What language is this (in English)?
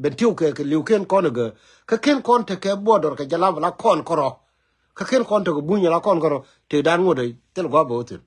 Nuer